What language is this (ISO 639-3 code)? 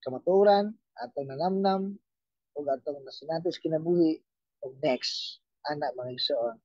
ceb